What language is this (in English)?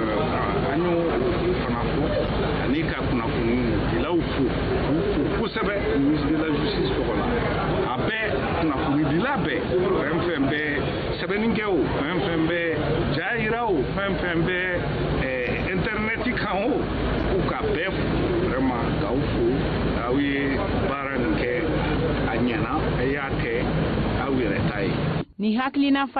Bambara